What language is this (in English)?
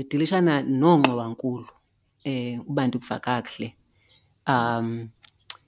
Xhosa